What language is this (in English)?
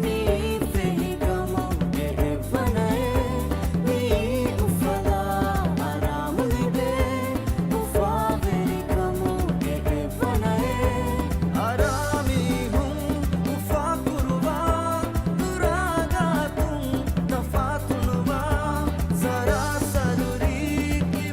Divehi